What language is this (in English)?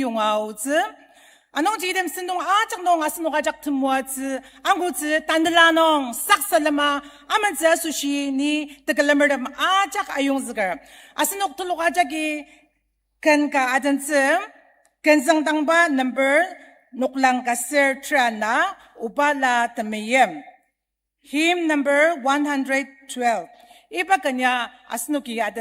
Ao Naga